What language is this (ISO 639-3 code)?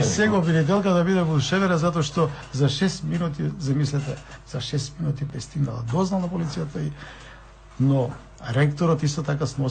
mkd